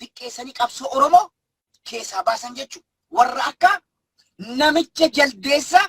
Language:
Oromo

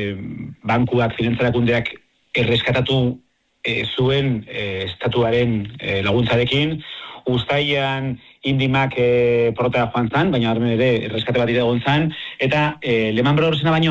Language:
Basque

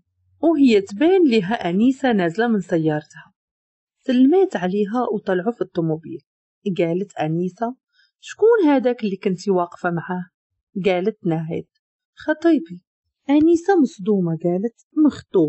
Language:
Moroccan Arabic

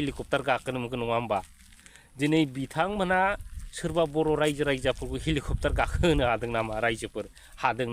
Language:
Bodo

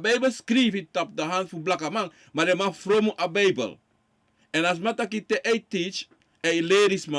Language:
Sranan Tongo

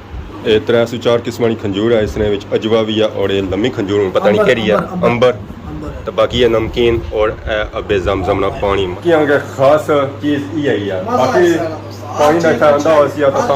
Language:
Pahari-Potwari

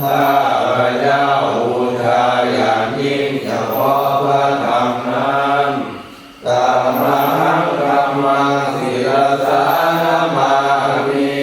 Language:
Pali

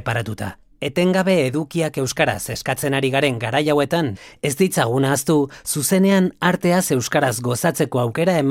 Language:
Basque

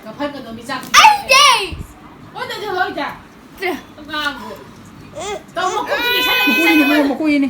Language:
Manipuri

